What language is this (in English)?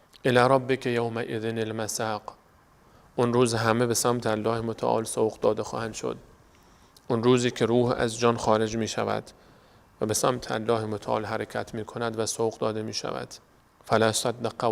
Persian